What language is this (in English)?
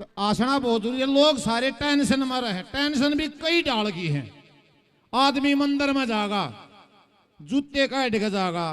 Haryanvi